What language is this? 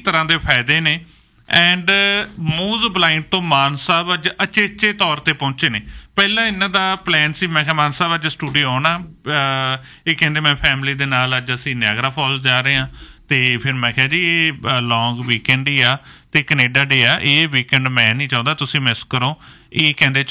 Punjabi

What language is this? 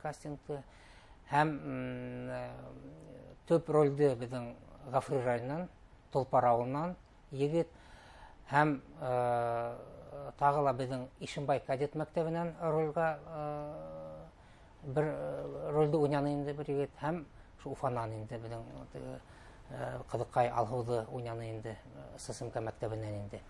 Bashkir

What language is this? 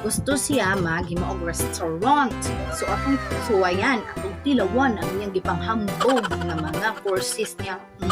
Cebuano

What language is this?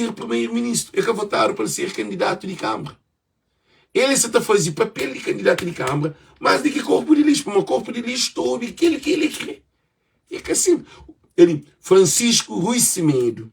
Kabuverdianu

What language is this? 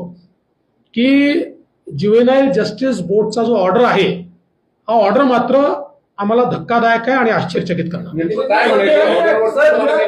Marathi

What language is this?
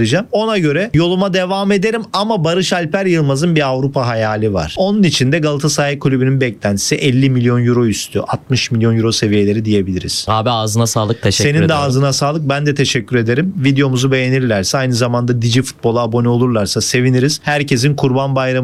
Turkish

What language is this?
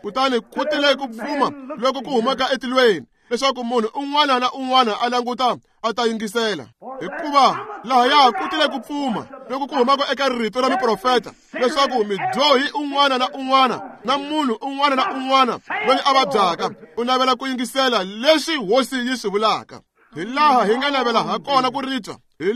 Tsonga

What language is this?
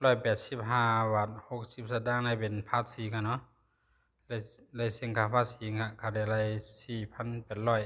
Shan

